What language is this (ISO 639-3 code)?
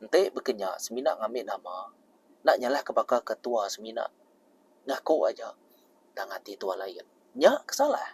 iba